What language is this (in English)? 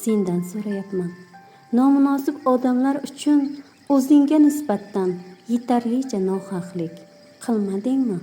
Uzbek